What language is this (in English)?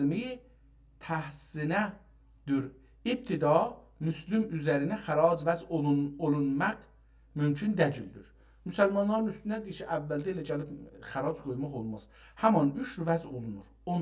South Azerbaijani